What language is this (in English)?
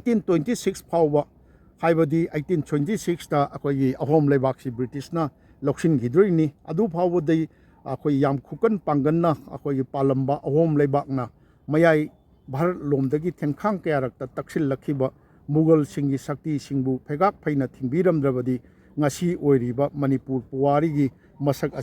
Manipuri